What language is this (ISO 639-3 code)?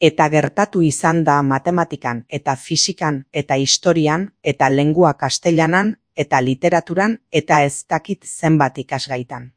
eus